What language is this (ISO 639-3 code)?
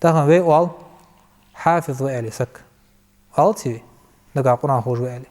inh